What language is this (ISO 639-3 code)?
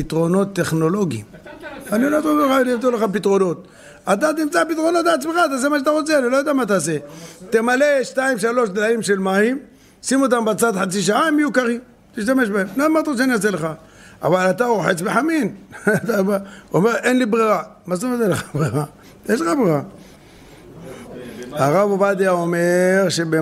heb